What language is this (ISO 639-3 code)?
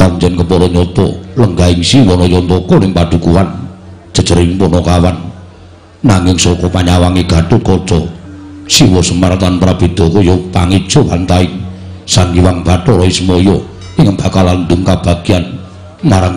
jav